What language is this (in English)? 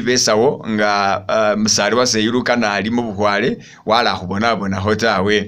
Masaaba